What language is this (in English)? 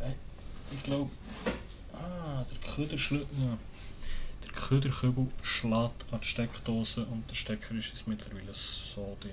Swiss German